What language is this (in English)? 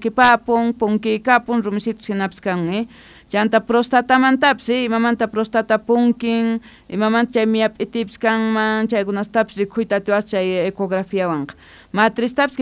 South Bolivian Quechua